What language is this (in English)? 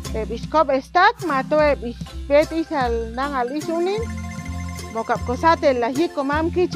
Chuj